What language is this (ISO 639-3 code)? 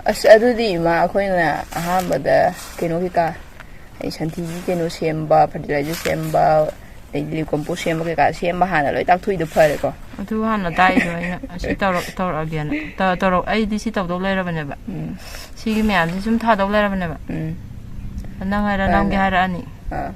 mni